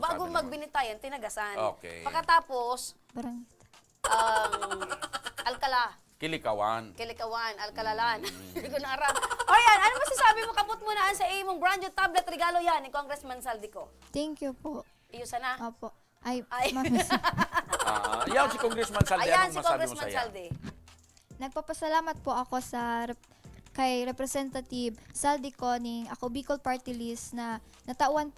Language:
Bikol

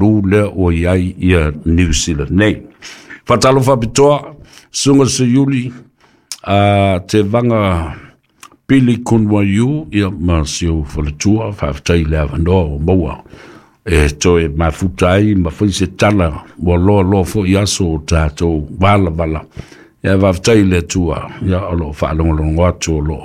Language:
Samoan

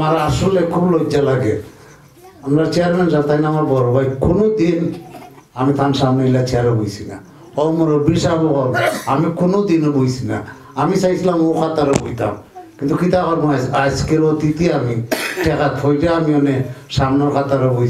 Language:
Sylheti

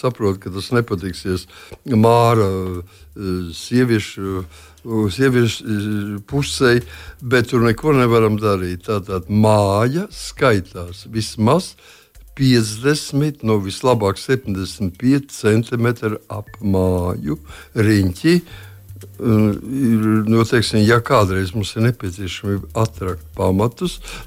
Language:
Latvian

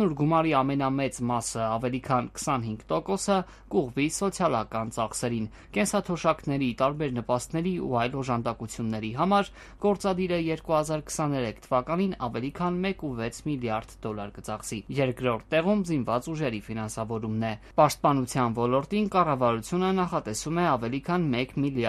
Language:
Armenian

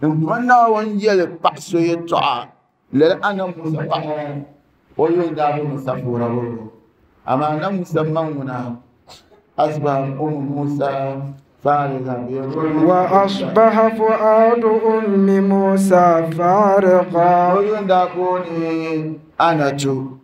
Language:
Dagbani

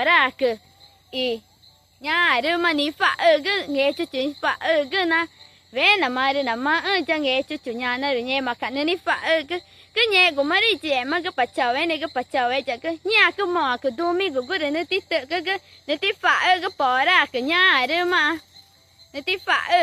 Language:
Ticuna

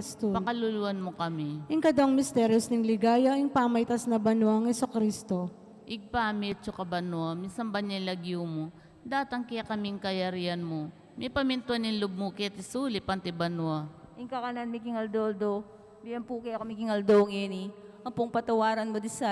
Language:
Pampanga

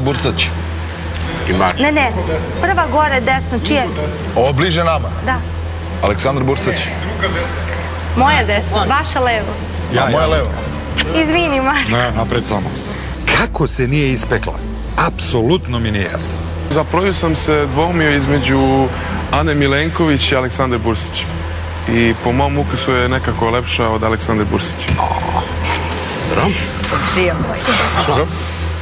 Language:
Serbian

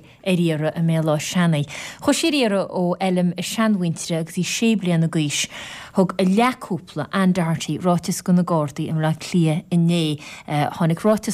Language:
Irish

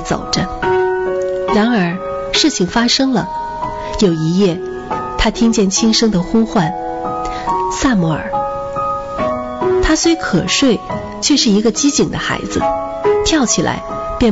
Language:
Chinese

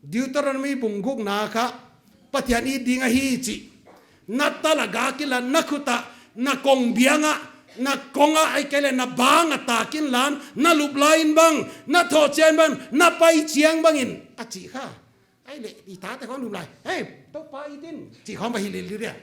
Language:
Paite Chin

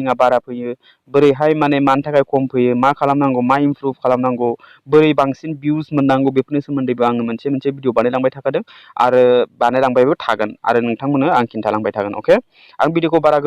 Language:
Bodo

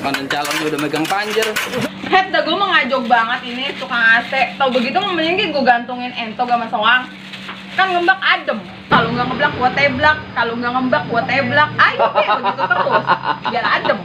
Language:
Betawi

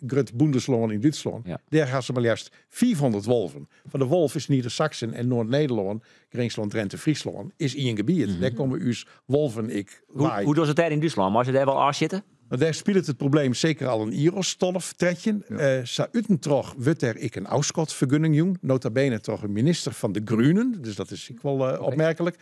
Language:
Western Frisian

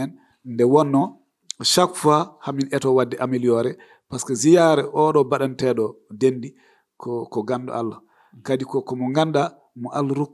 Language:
Fula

